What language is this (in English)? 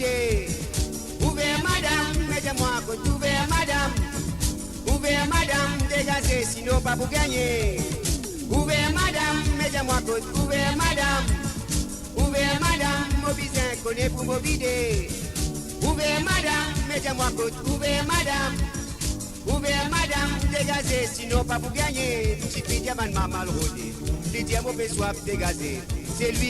Morisyen